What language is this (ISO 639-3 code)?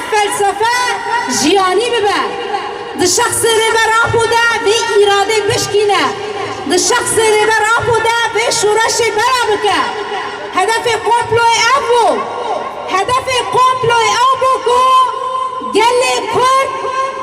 kur